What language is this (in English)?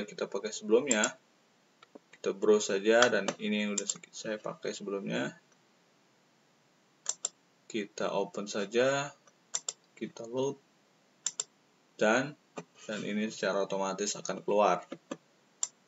Indonesian